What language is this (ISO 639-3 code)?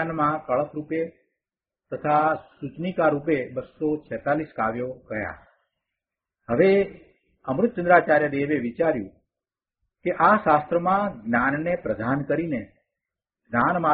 guj